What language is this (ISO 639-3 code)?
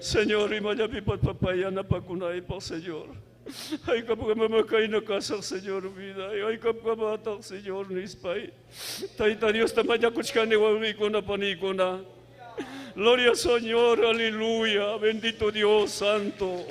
quy